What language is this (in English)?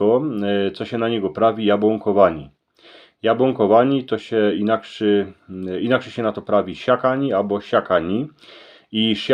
Silesian